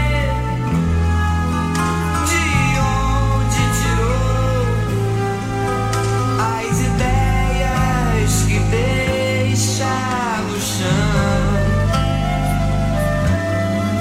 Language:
Portuguese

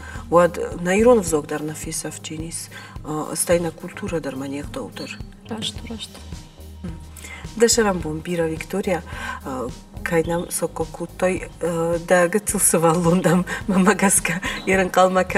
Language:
Ossetic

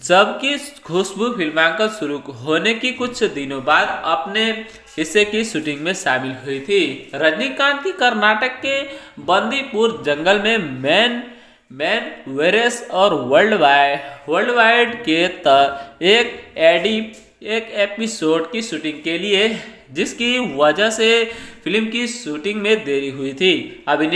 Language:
Hindi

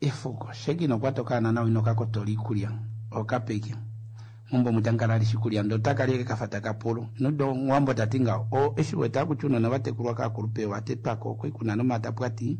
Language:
Kuanyama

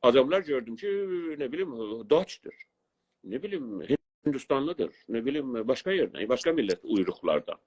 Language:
South Azerbaijani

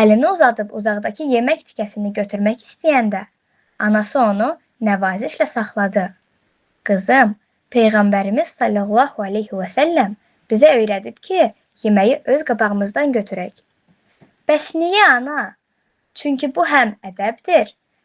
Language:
Azerbaijani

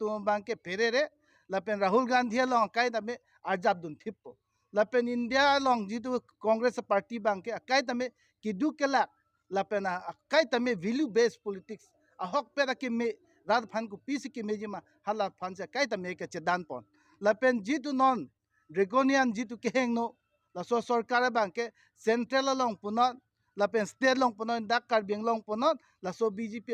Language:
Karbi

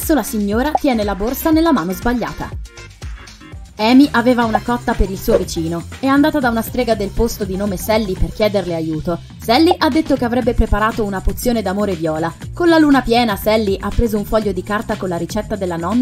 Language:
Italian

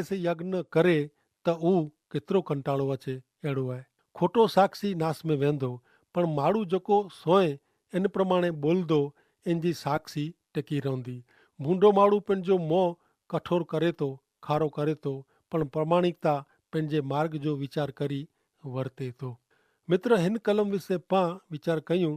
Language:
Kachhi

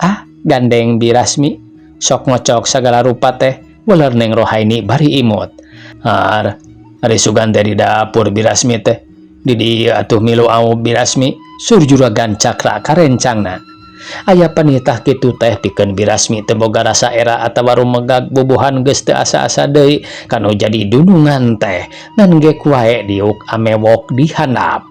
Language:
Sundanese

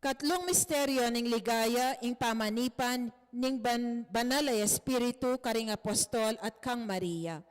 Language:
Pampanga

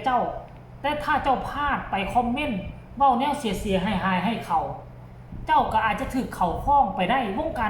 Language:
Northeastern Thai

